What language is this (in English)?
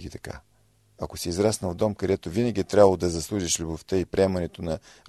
Bulgarian